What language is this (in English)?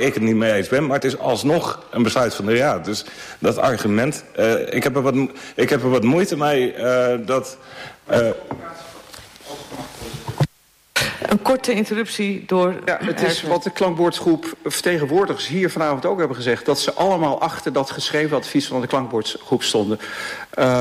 Dutch